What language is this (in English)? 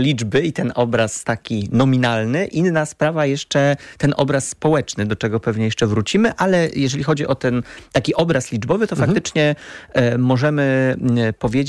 Polish